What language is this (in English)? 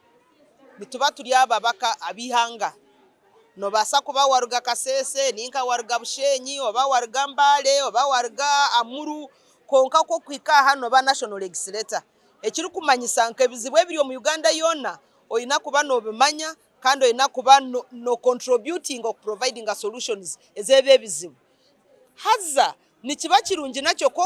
Nyankole